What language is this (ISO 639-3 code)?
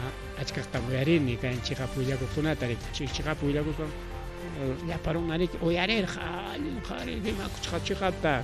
quy